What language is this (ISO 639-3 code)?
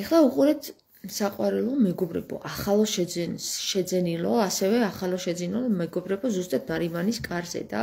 kat